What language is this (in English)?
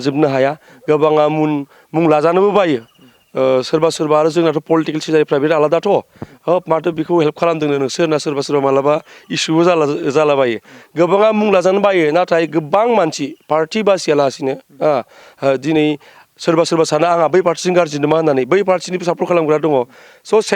Bodo